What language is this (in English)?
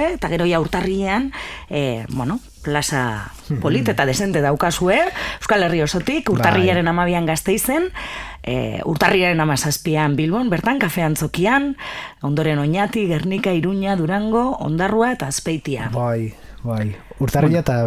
Basque